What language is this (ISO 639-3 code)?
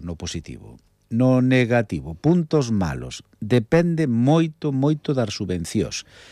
glg